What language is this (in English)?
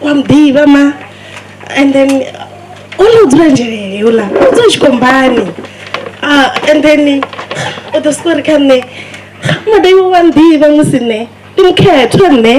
Venda